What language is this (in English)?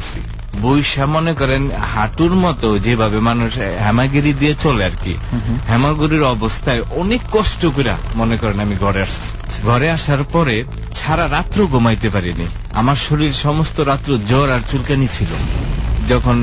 Bangla